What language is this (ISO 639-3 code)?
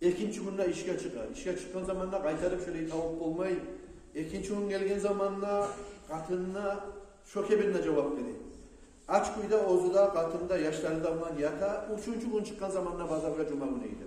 kum